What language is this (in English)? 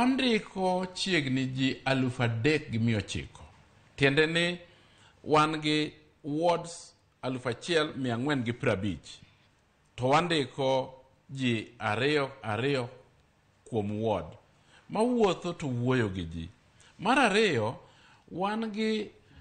Luo (Kenya and Tanzania)